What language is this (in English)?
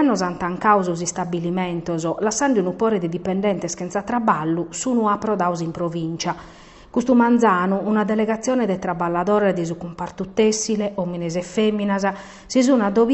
Sardinian